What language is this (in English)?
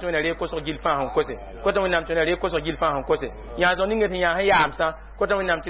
Mossi